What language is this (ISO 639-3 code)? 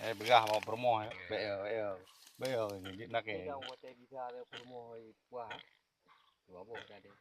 ace